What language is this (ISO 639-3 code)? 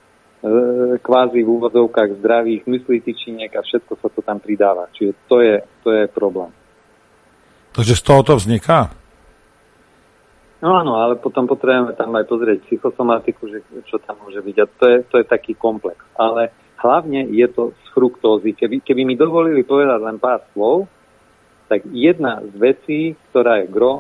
slk